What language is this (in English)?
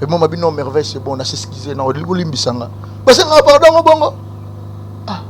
Lingala